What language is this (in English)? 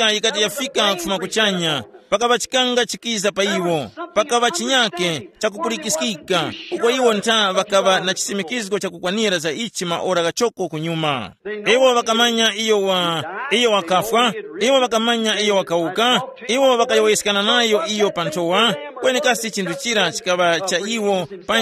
Tumbuka